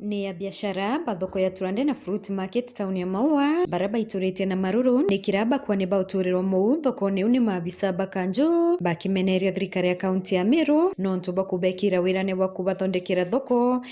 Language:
Meru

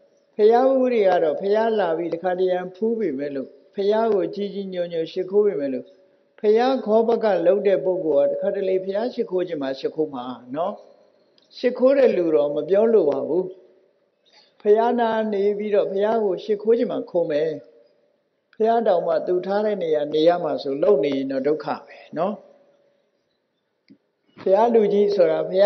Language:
Burmese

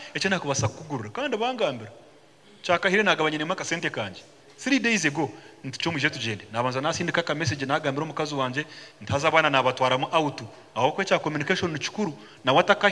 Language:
Nyankole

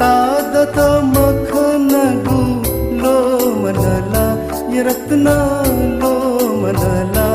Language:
Newari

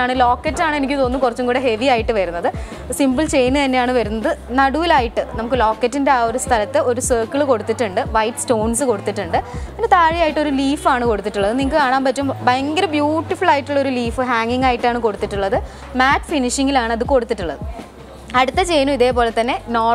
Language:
Malayalam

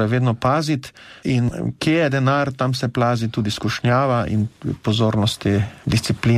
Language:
Slovenian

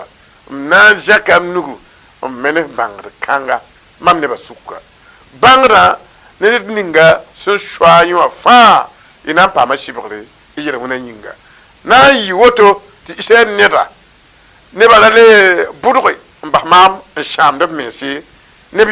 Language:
Mossi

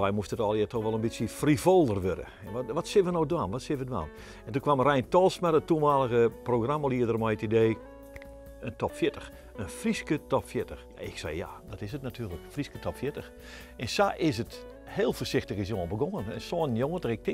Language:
Western Frisian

